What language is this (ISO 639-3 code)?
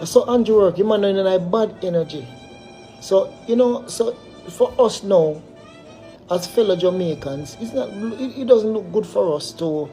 jam